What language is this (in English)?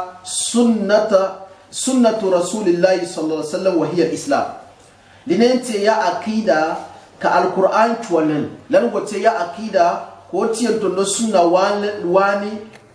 Gourmanchéma